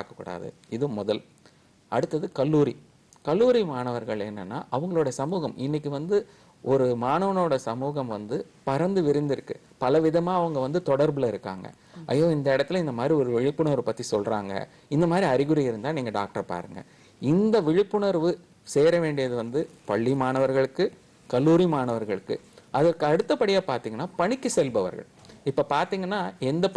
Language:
Tamil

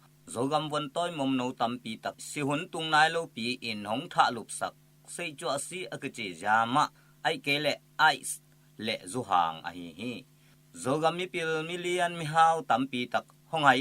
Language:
Tedim Chin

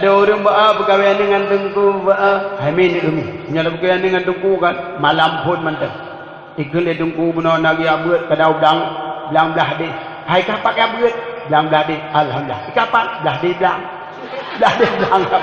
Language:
Achinese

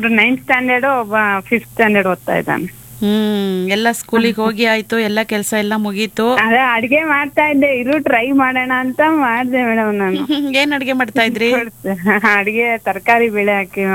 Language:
Kannada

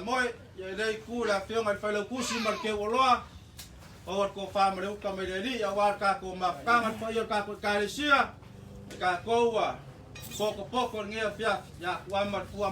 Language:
Samoan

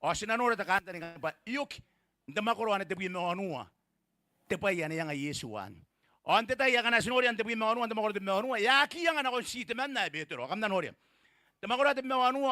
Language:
Gilbertese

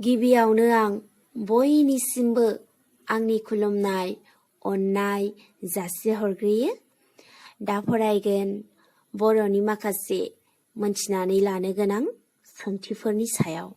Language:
Bodo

